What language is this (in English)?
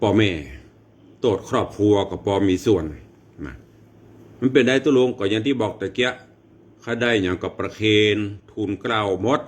Northern Thai